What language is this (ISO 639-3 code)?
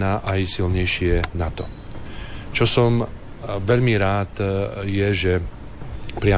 slk